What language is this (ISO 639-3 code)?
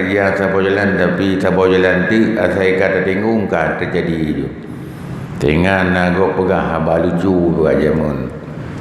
ace